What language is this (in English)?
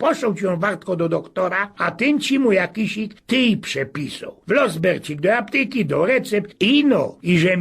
Silesian